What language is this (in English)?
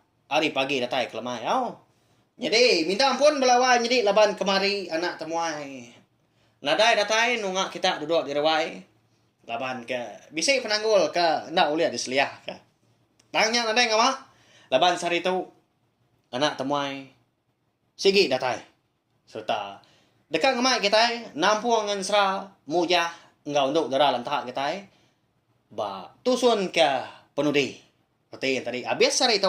Iban